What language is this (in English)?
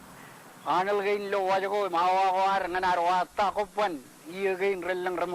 Marshallese